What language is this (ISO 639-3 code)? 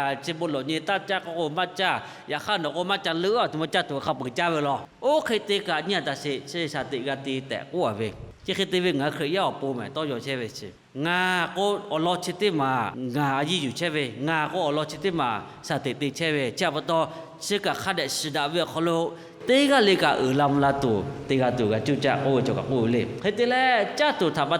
lhu